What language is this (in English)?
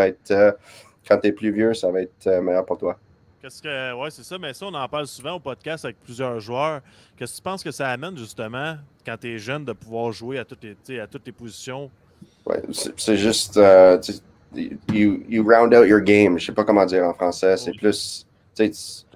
French